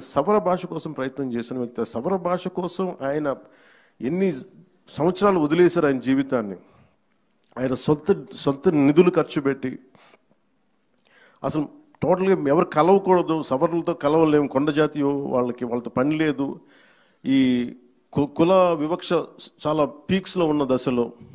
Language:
Telugu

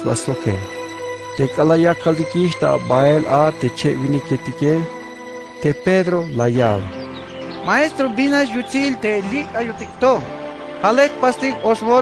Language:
Tzeltal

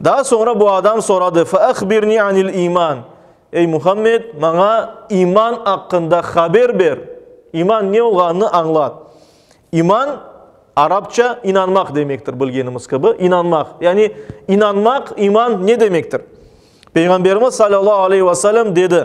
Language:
Crimean Tatar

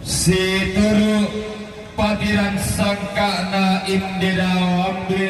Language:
Toraja-Sa'dan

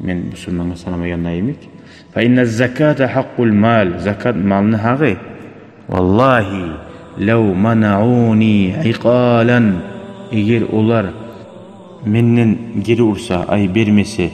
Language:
Kumyk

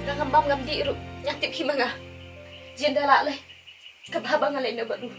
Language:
Khasi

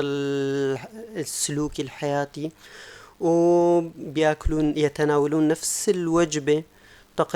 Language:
North Levantine Arabic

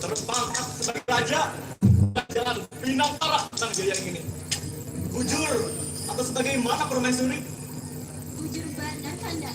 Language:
Banjar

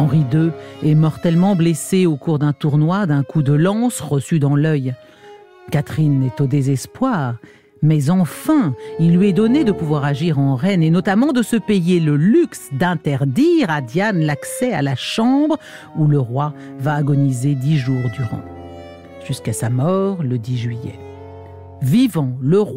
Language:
French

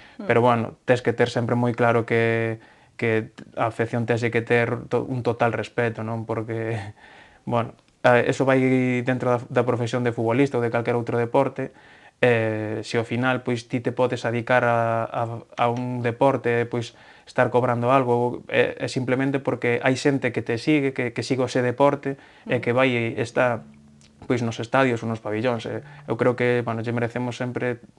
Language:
Galician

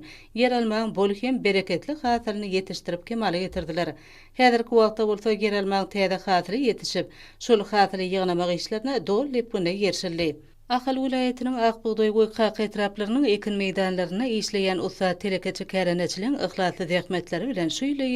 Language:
Turkmen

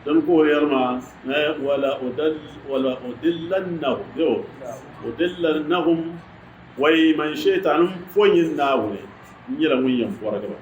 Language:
Dagbani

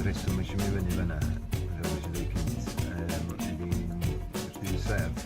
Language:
Welsh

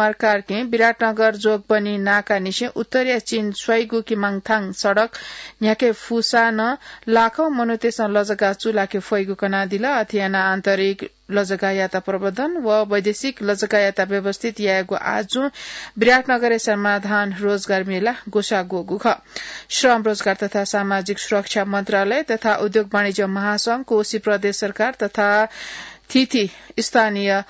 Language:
Newari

